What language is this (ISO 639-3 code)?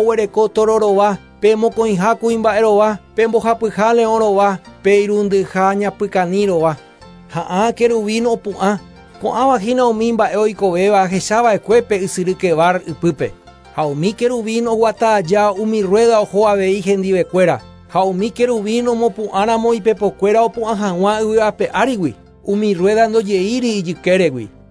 grn